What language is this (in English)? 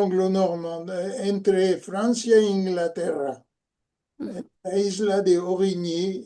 Ladino